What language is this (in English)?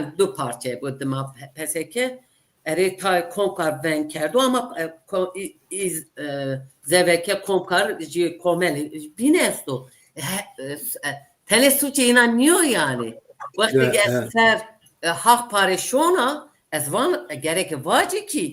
Zaza